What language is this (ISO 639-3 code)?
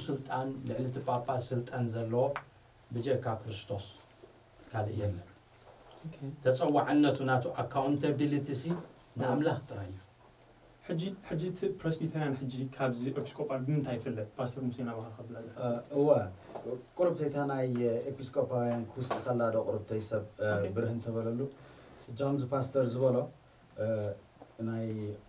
tir